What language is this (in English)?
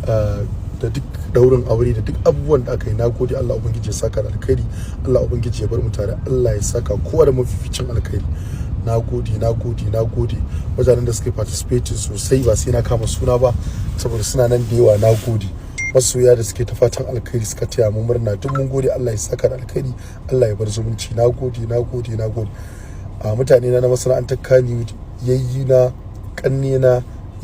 Hausa